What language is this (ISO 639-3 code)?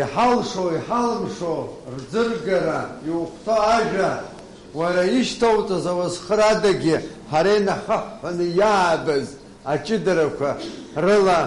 abk